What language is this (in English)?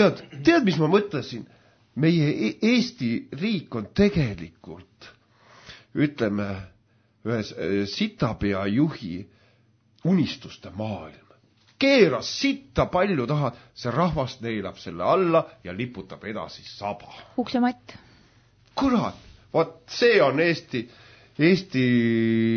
Estonian